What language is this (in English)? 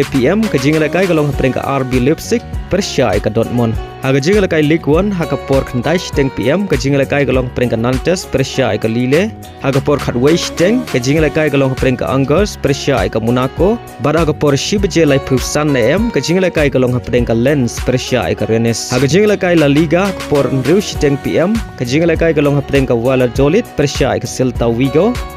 Khasi